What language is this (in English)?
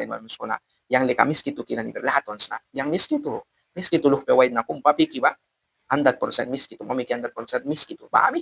Mískito